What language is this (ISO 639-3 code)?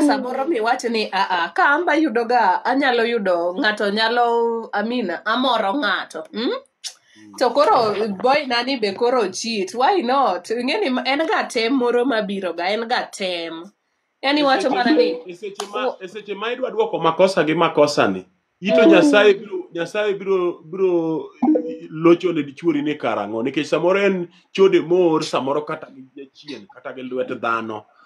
luo